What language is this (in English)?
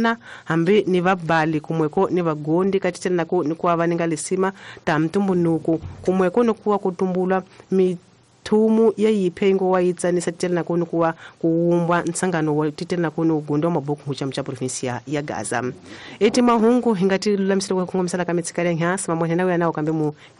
Tsonga